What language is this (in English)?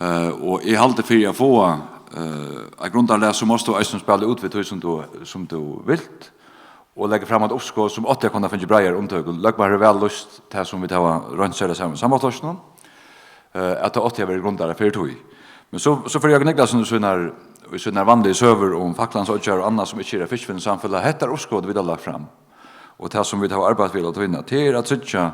Faroese